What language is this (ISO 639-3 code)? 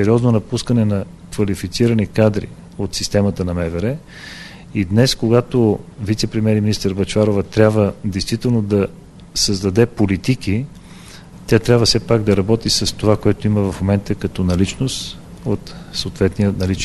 bul